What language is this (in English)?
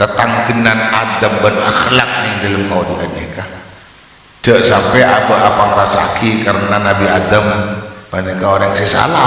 Madurese